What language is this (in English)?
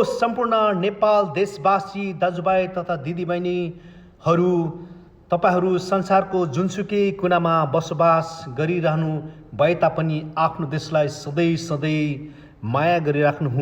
Nepali